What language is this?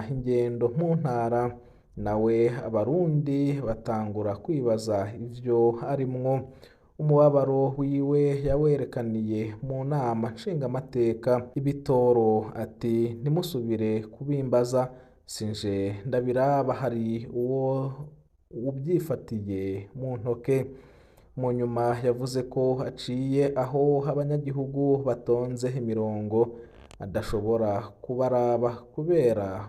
Rundi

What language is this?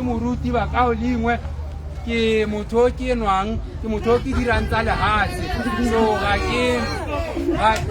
Tswana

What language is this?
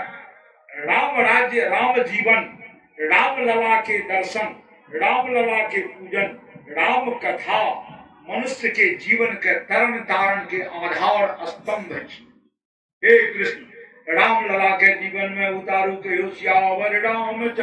Maithili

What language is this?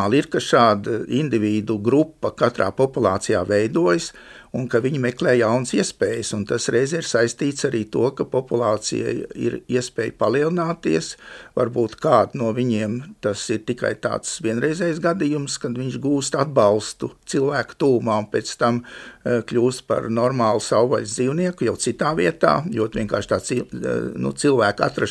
Latvian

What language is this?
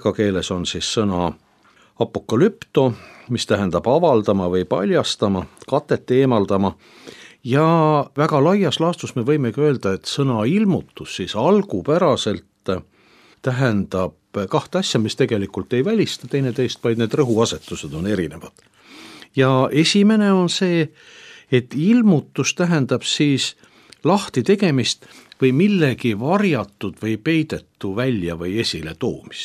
Estonian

